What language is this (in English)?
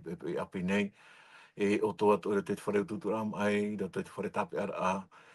Tahitian